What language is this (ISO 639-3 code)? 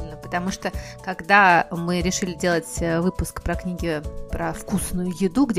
rus